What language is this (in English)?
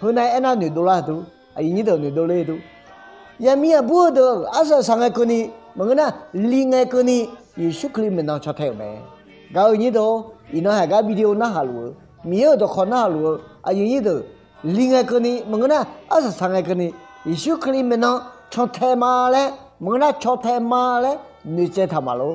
Akha